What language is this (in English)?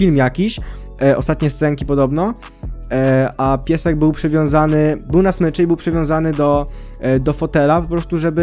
Polish